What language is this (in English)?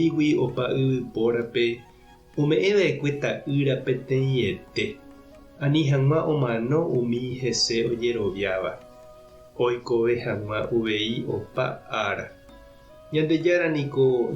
Guarani